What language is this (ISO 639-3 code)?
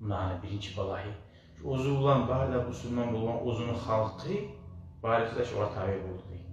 kum